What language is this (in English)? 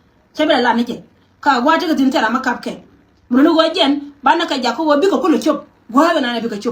Nuer